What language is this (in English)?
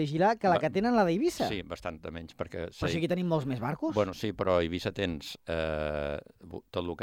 Catalan